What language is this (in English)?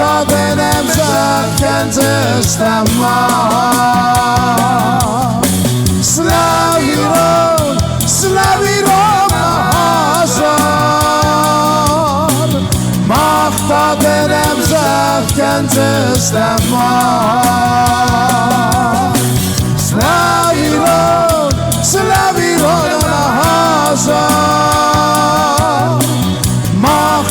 Ossetic